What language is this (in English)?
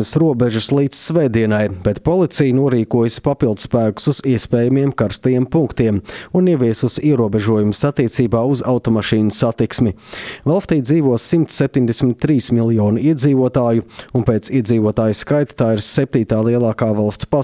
Latvian